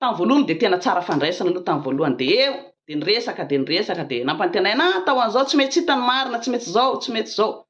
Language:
Malagasy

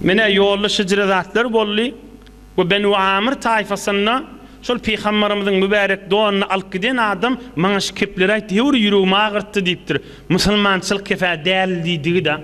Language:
Turkmen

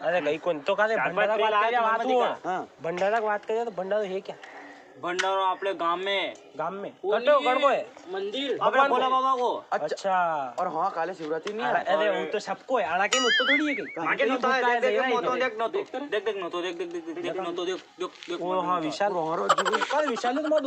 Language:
Rajasthani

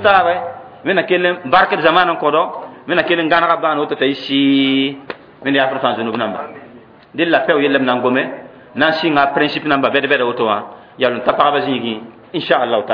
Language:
Mossi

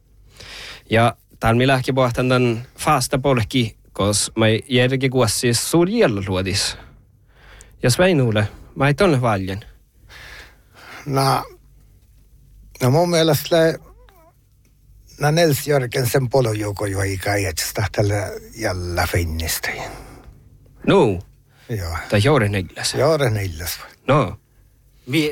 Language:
Northern Sami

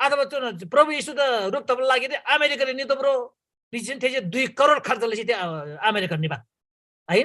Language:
Eastern Tamang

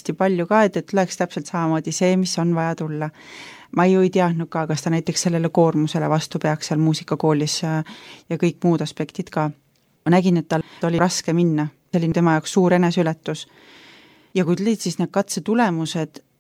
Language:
Estonian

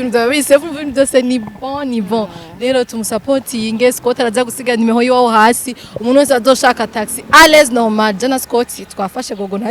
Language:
Rundi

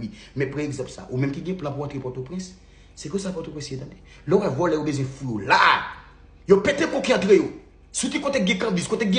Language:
Haitian Creole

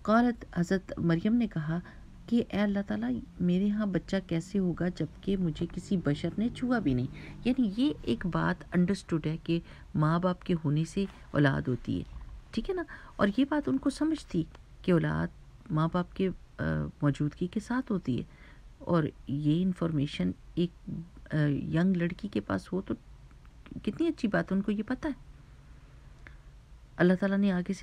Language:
Urdu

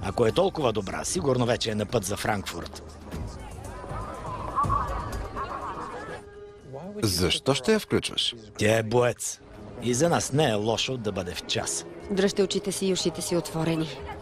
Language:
Bulgarian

